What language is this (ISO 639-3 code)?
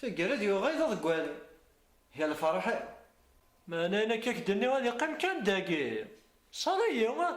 kab